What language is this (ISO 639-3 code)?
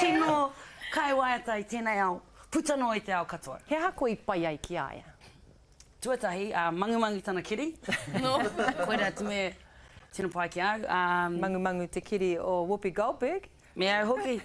mri